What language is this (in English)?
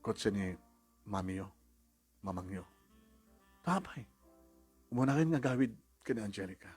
Iloko